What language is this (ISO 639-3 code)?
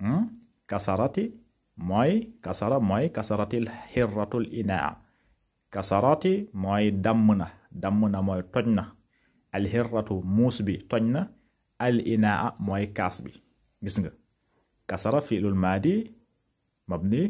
wol